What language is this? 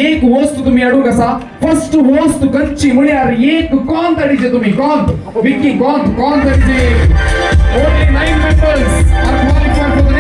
Konkani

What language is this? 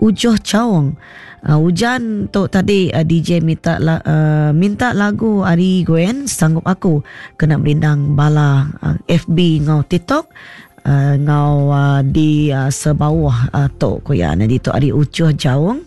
Iban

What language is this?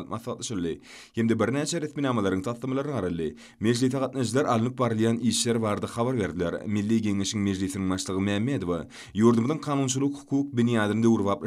Turkmen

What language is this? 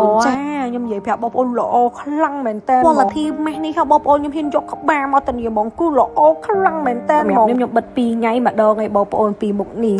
Khmer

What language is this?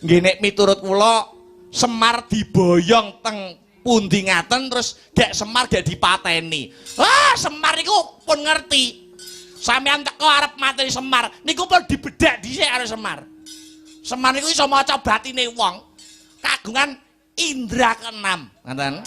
Javanese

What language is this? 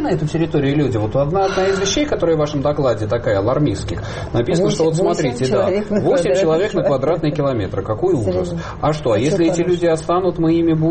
Russian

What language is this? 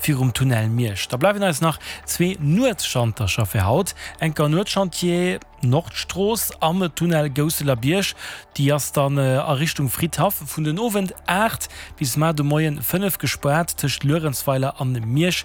Luxembourgish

